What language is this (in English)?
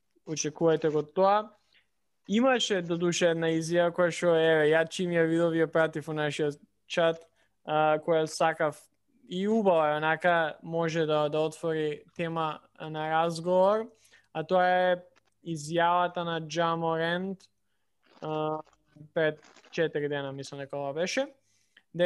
Macedonian